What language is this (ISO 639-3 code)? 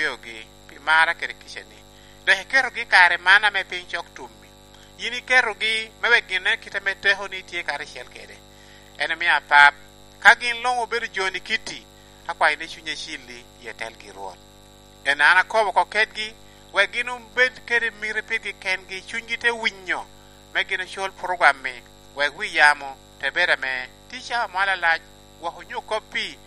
laj